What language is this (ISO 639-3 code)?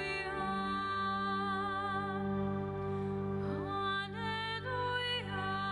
ita